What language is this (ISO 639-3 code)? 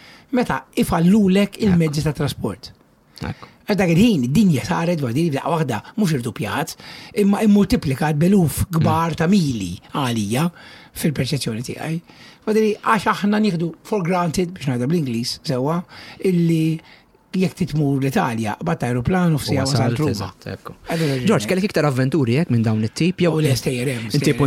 mlt